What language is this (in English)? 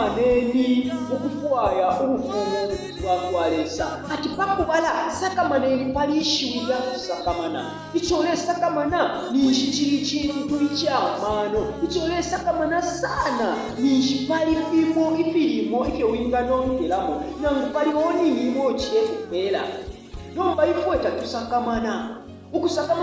Bemba